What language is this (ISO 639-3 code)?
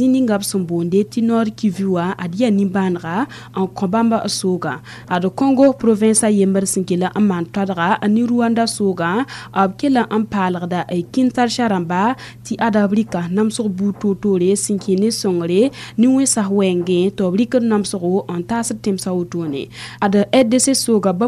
mos